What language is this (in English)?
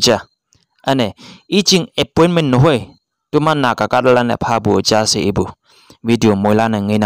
Konyak Naga